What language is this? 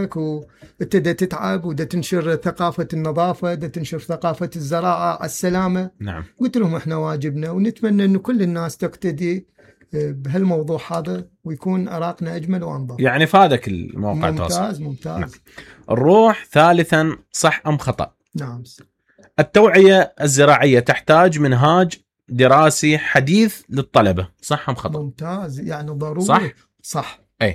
Mesopotamian Arabic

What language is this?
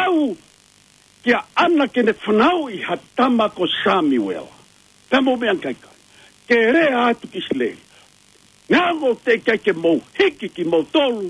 Tongan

